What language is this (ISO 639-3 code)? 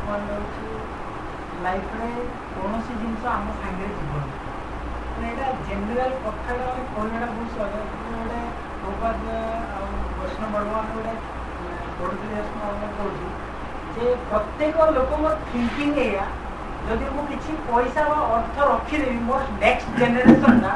ori